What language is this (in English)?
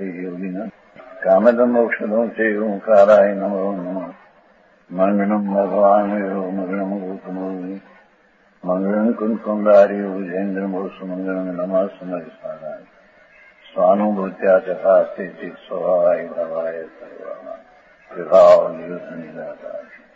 Gujarati